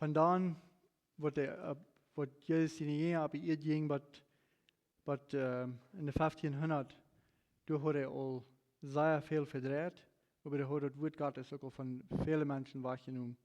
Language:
Plautdietsch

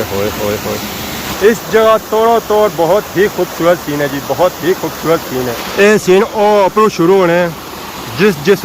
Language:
Pahari-Potwari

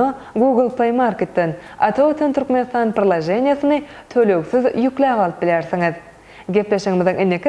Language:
Turkmen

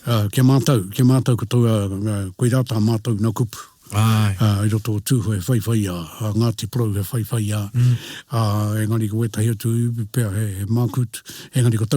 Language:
Māori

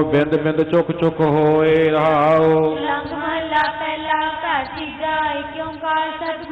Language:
Punjabi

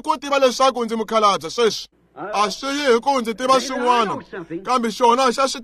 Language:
Tsonga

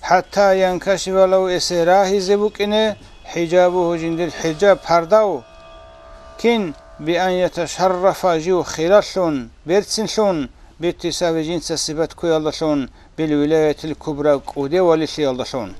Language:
Avaric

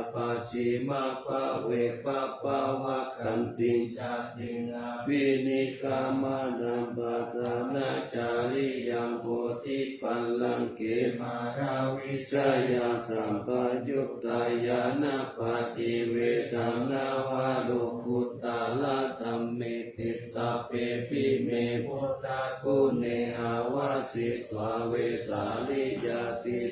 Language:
Pali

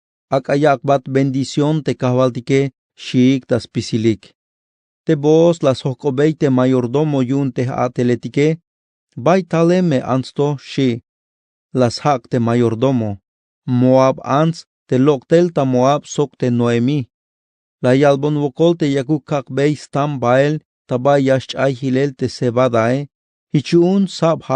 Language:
Tzeltal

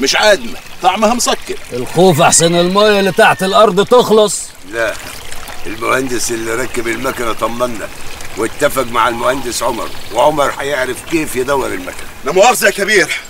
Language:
Egyptian Arabic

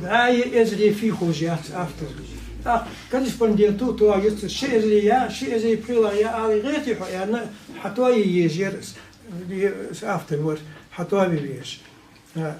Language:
Ingush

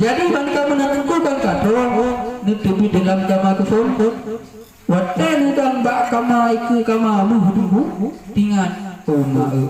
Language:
Achinese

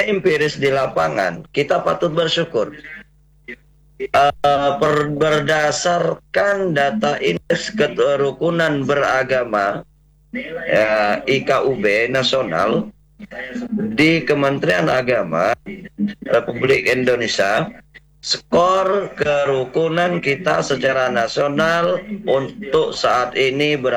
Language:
Indonesian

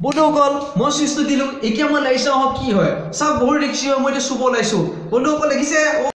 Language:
Assamese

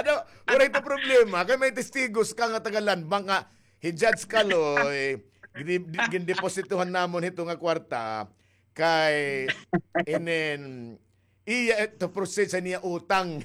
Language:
Waray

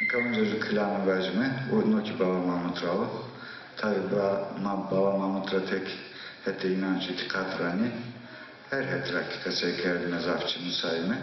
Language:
Zaza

